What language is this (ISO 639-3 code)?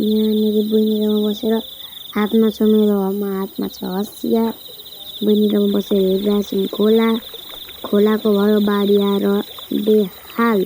nep